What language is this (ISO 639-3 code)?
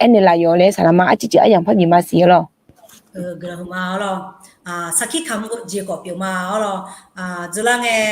ahk